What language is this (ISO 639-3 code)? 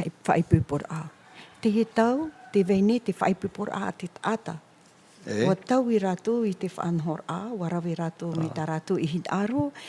tah